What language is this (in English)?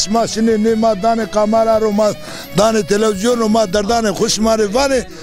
Zaza